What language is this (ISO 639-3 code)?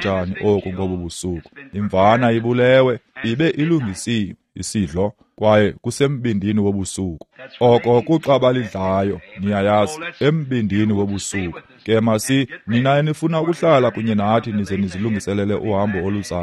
xho